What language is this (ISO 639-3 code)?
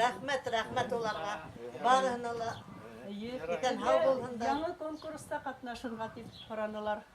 bak